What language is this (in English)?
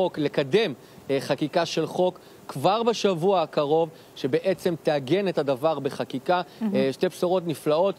Hebrew